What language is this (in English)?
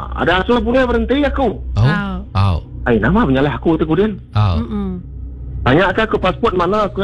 Iban